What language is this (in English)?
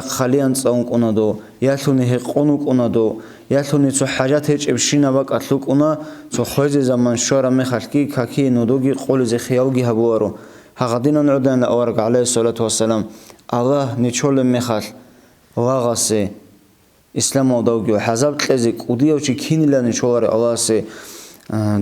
Avaric